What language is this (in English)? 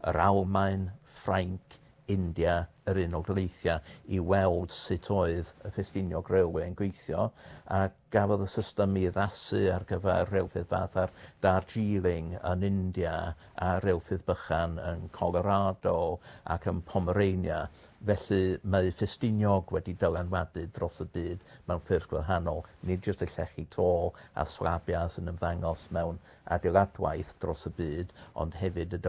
Welsh